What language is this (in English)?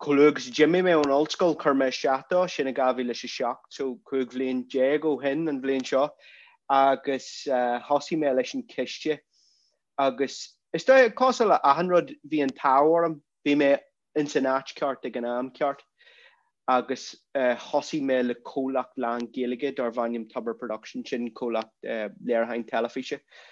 Irish